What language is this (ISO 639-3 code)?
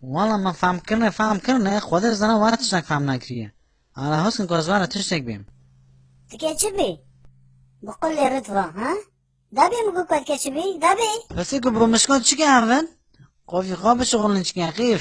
kur